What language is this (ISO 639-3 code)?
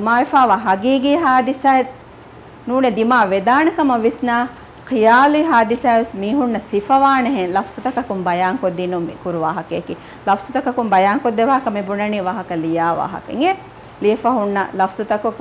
div